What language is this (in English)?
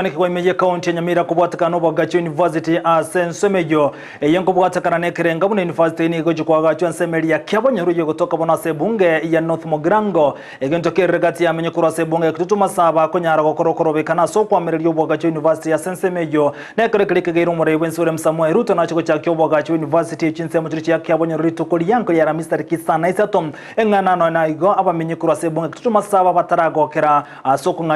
Gusii